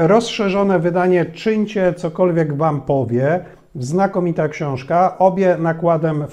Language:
Polish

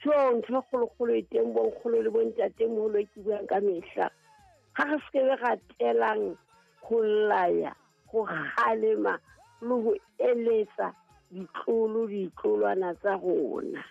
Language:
Southern Sotho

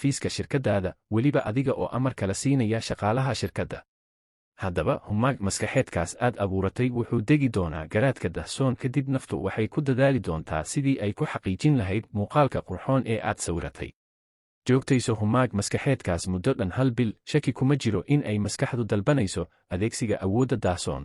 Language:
Somali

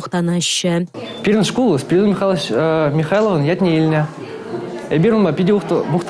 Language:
Chuvash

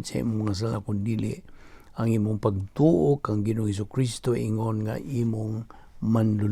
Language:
Cebuano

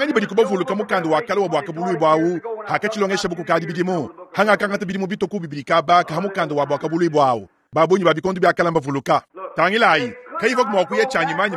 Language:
Luba-Lulua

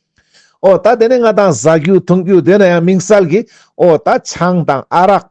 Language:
Ladakhi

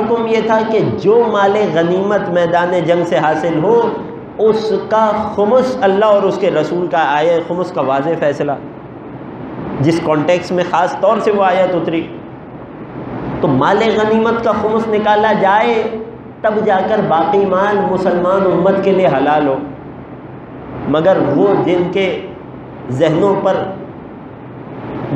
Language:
Urdu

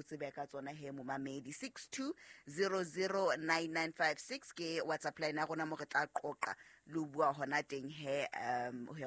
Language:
Southern Sotho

